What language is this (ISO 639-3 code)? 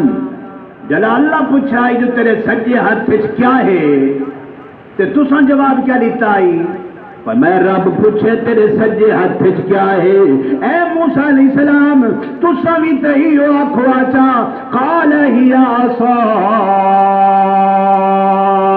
skr